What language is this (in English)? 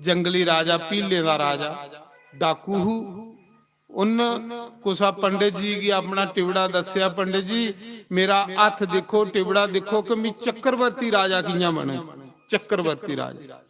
Dogri